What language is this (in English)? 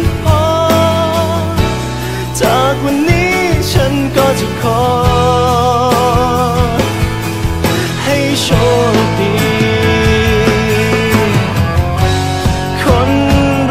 Thai